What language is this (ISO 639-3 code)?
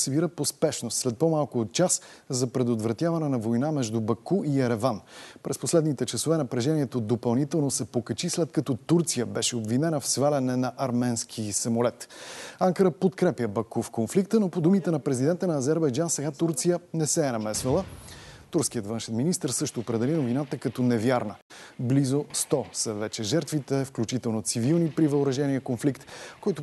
bul